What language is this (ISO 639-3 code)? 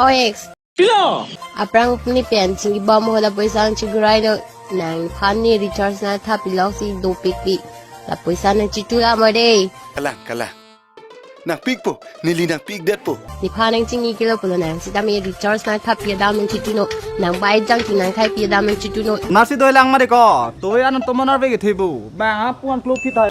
mjw